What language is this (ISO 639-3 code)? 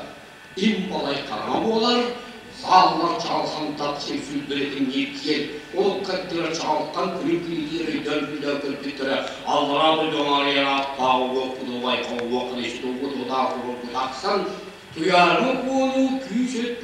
sah